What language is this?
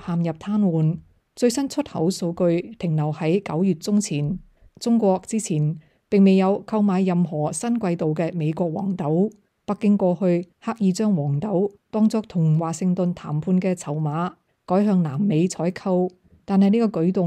Cantonese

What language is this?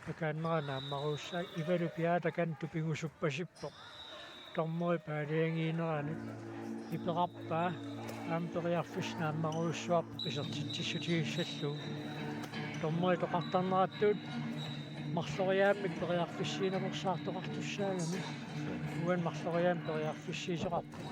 Kalaallisut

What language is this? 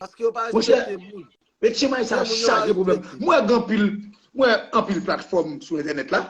Haitian Creole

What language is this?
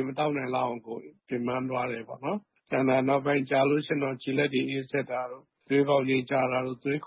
Burmese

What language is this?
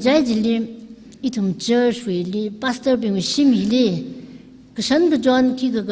Tangkhul Naga (India)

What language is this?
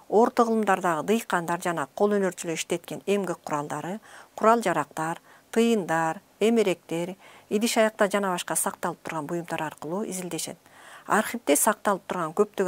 Kyrgyz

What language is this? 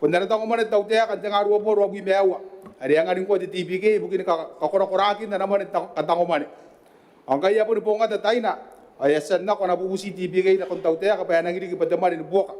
Gilbertese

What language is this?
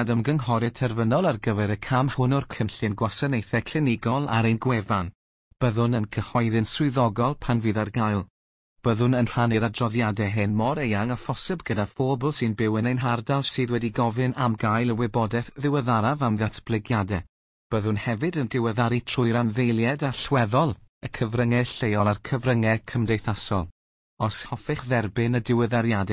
Welsh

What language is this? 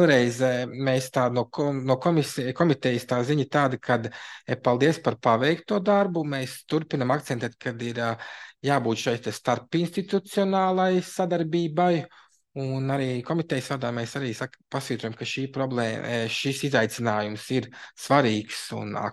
Latvian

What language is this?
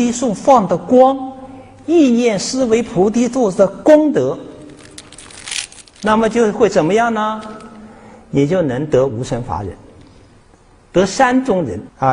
Chinese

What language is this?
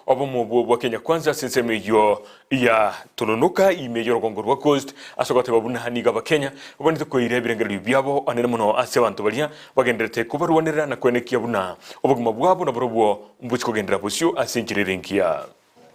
Gusii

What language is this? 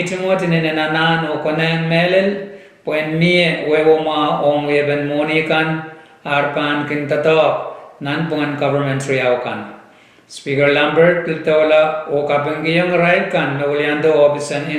Pohnpeian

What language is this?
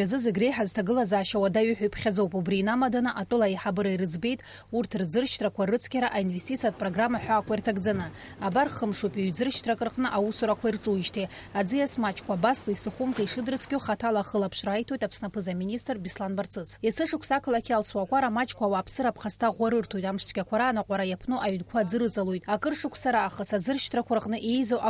Abkhazian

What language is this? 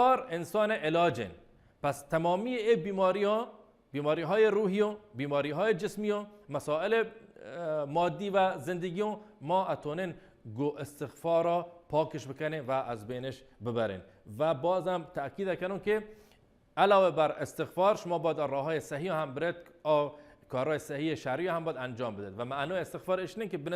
Baluchi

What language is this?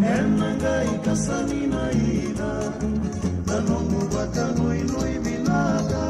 Fijian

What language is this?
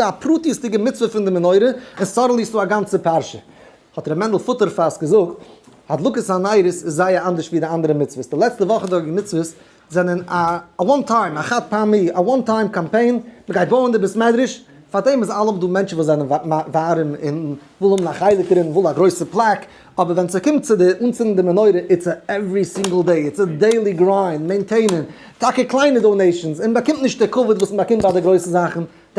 Yiddish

